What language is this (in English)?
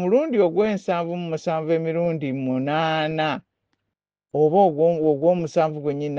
Ganda